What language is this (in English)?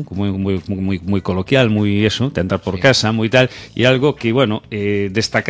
Galician